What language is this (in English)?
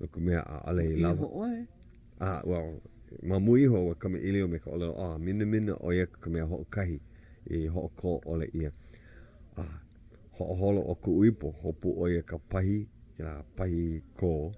Hawaiian